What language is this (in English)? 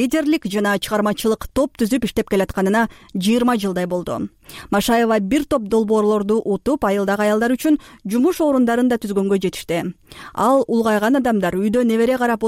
Kyrgyz